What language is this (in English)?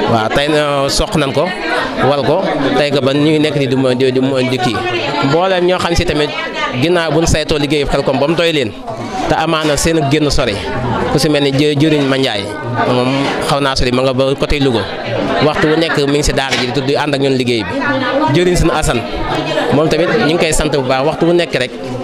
Wolof